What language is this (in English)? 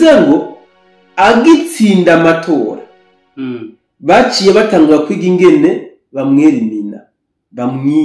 Rundi